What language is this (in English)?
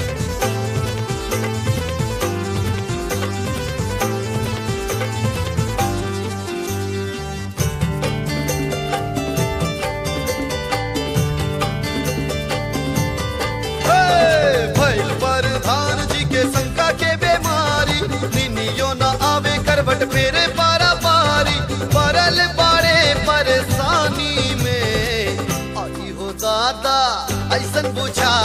Bhojpuri